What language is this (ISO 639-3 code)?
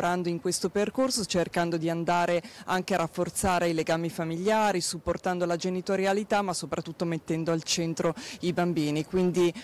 ita